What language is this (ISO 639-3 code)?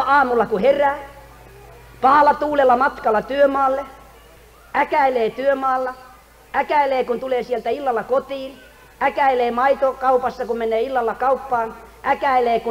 fin